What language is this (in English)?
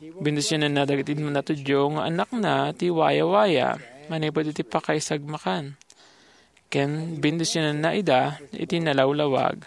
Iloko